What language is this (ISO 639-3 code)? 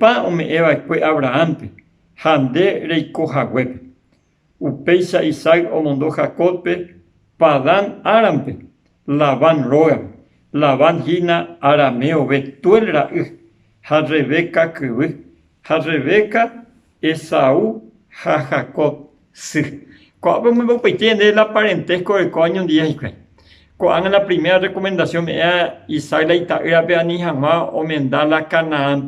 grn